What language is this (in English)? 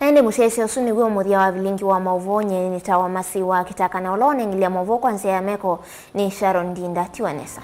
Kamba